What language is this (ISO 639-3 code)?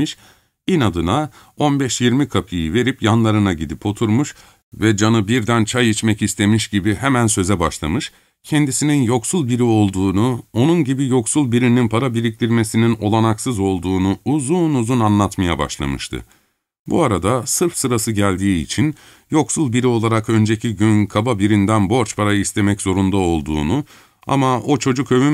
tur